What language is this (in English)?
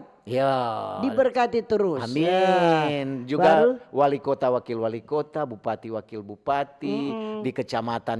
Manado Malay